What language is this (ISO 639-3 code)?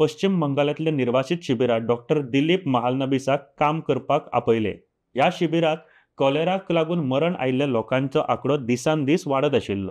kok